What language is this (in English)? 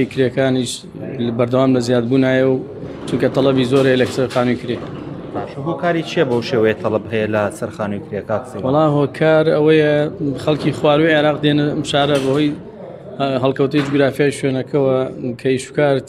Central Kurdish